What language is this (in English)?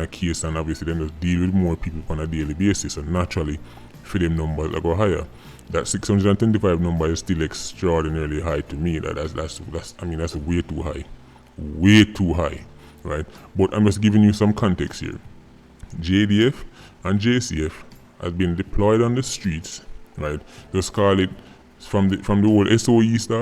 Jamaican Creole English